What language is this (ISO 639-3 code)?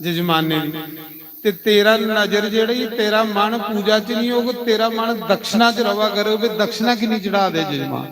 doi